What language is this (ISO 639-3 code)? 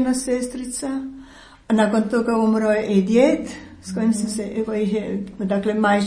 hrv